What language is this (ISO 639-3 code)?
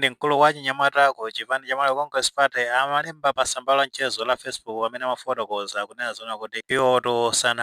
nya